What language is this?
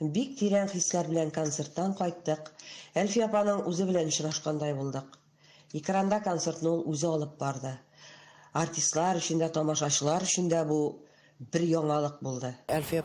Tatar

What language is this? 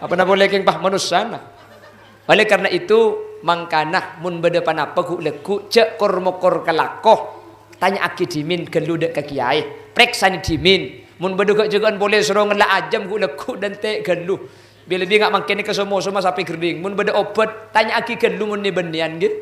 Madurese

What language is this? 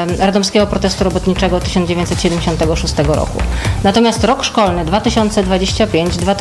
Polish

